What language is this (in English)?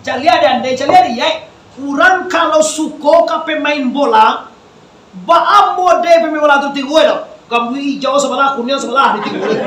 Minangkabau